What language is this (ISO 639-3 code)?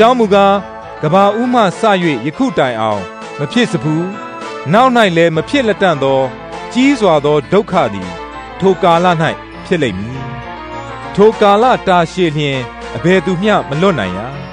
mya